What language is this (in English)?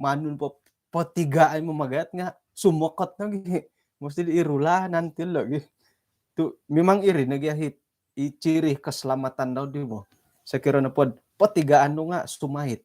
Central Dusun